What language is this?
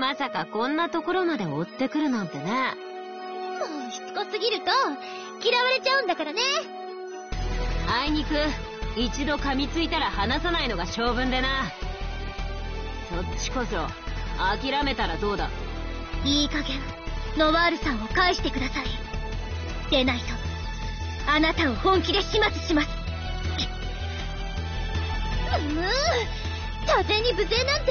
Japanese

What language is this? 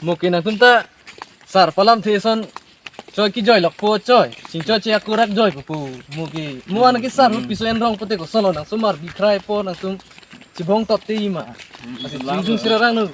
Karbi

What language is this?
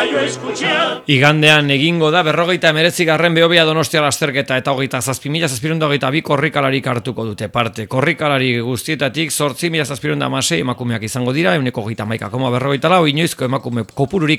Basque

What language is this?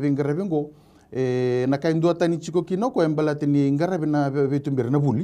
Fijian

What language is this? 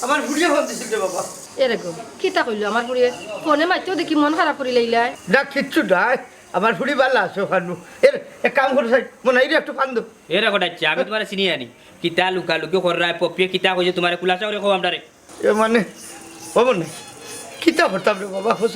Sylheti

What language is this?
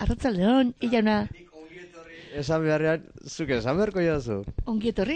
Basque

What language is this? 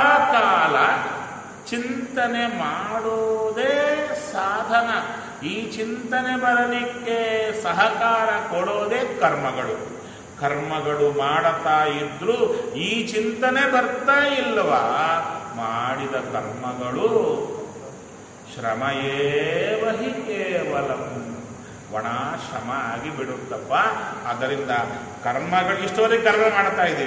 Kannada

